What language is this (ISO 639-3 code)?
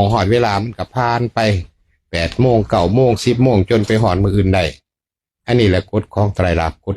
lao